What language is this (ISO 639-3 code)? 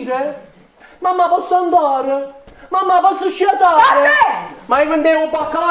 nap